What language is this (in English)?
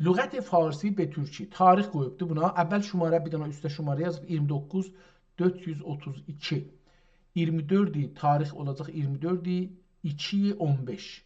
South Azerbaijani